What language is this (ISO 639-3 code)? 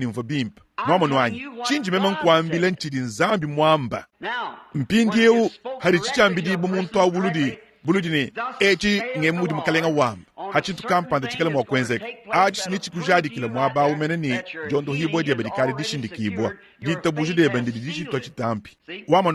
lua